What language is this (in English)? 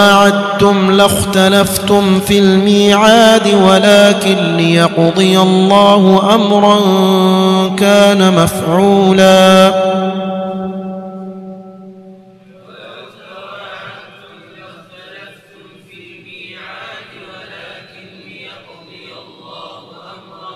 Arabic